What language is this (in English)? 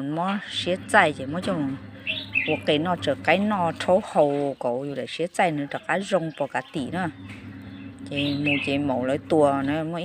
Hmong